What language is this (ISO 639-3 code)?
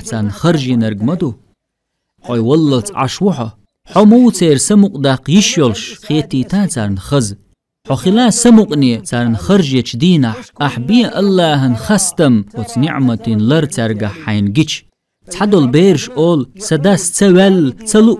che